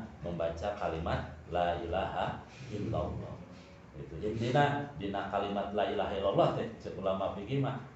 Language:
Sundanese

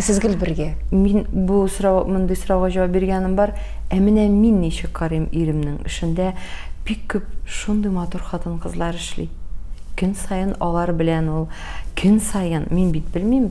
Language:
Tatar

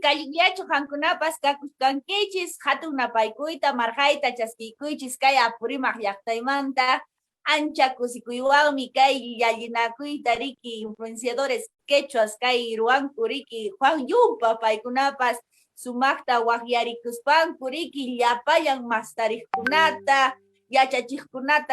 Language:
Quechua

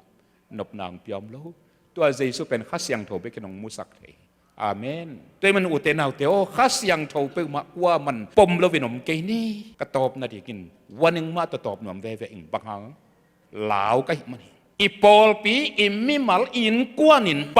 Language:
Tedim Chin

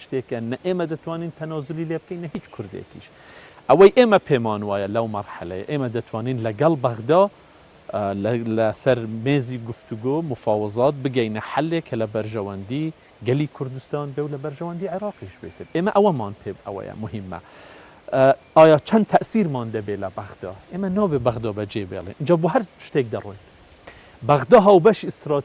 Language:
Central Kurdish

